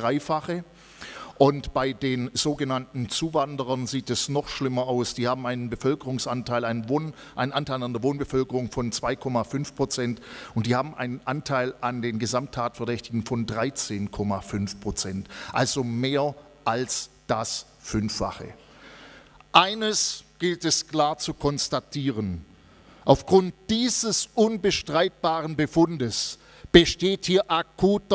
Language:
German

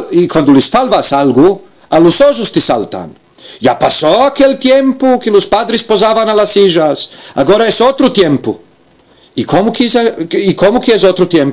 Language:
Ladino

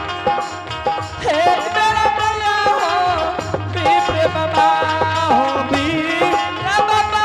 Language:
Angika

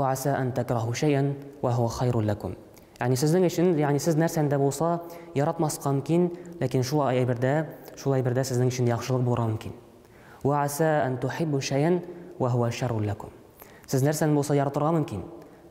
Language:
Tatar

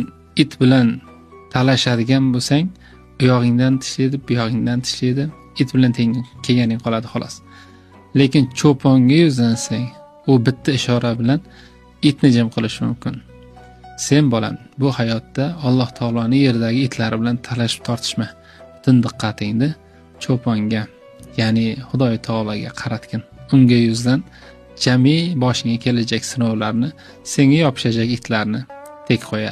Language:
Uzbek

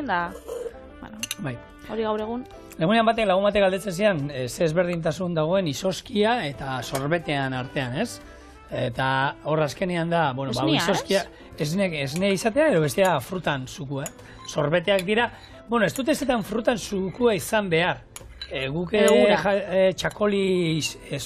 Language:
Basque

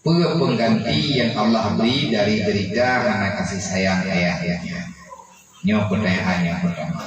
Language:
Achinese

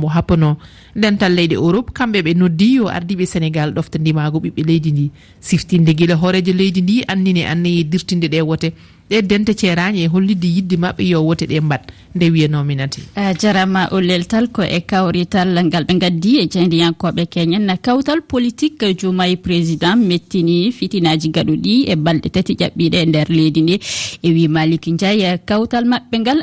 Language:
Fula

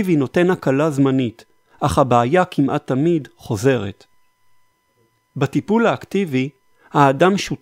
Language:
Hebrew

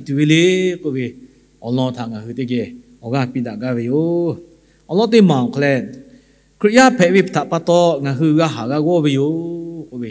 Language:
Lahu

